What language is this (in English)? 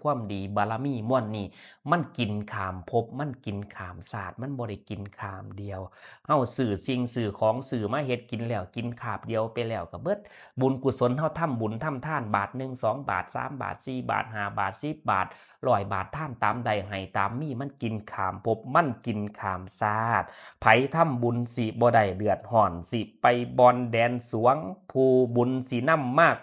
Northeastern Thai